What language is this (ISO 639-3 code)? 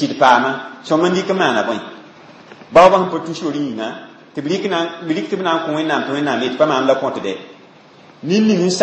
mos